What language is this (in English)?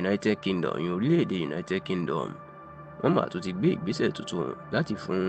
Yoruba